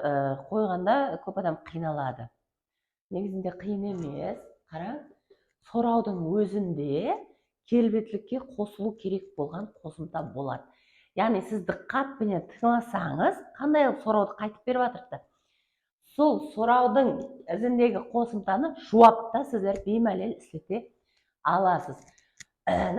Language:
Kara-Kalpak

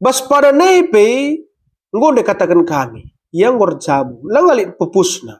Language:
Batak Karo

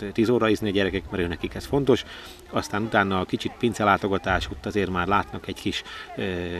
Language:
Hungarian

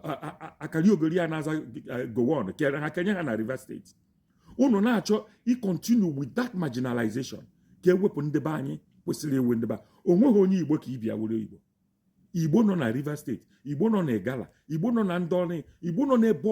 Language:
Igbo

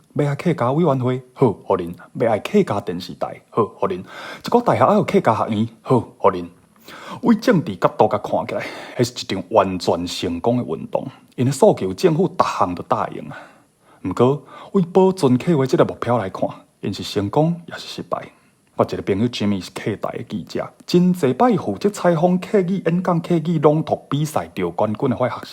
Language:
Min Nan Chinese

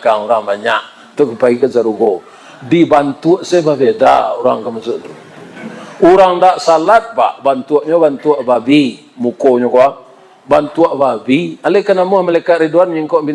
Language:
Minangkabau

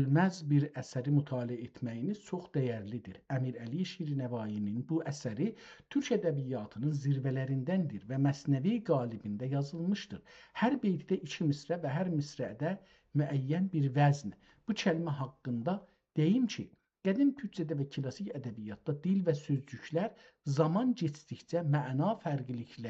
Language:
South Azerbaijani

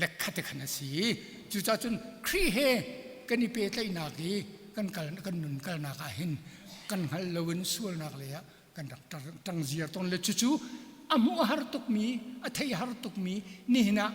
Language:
Hakha Chin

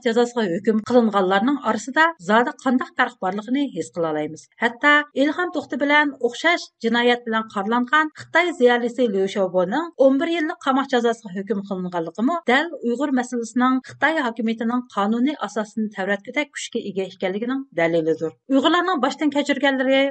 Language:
Uyghur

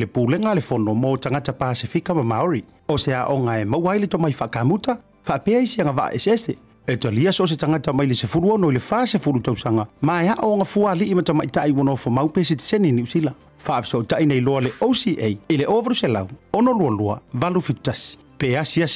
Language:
Samoan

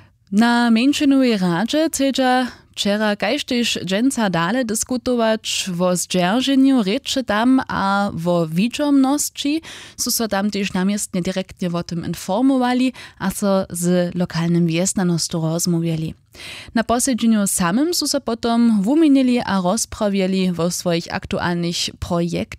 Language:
Upper Sorbian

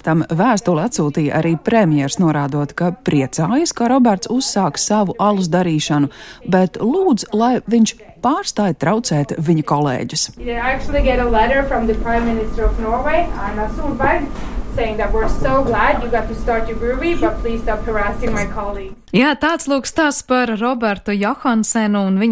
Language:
Latvian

